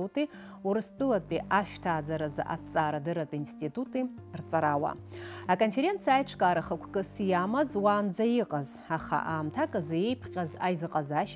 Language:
Abkhazian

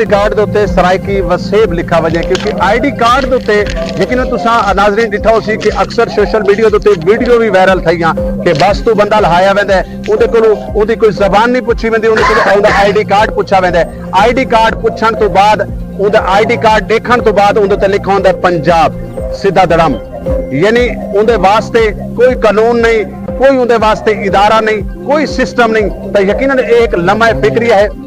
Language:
Saraiki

